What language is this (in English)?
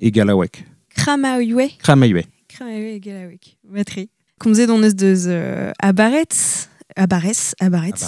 Breton